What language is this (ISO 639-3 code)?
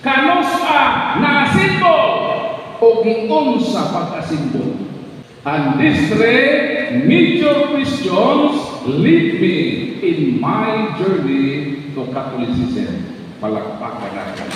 ceb